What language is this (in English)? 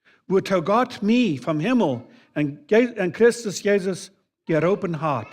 Plautdietsch